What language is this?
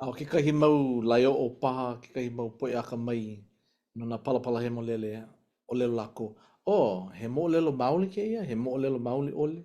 Hawaiian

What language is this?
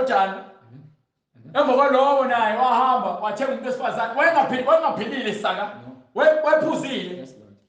Zulu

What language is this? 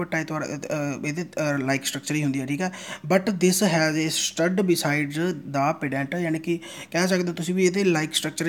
Punjabi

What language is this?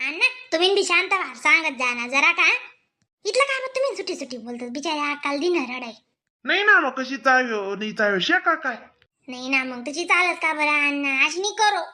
Khandesi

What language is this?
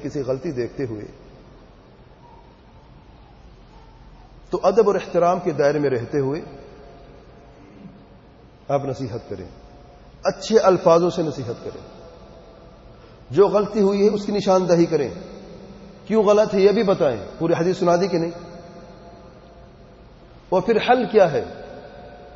Urdu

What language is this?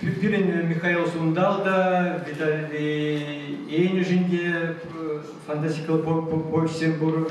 Chuvash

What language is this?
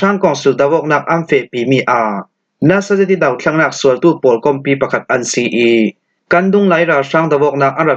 Falam Chin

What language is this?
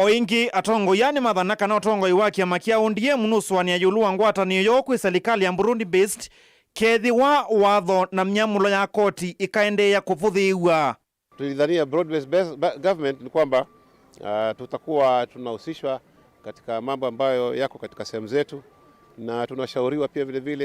Kamba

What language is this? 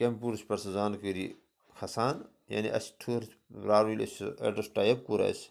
Kashmiri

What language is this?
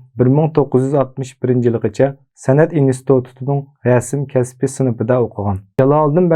Uyghur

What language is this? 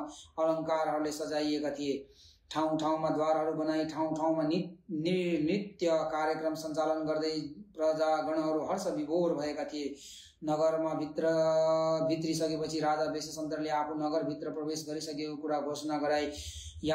Nepali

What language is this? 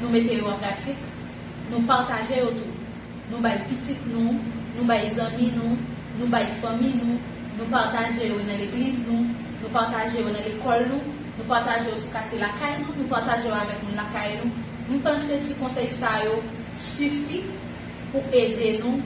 Haitian Creole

